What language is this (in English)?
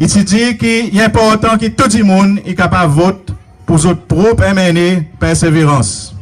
Seselwa Creole French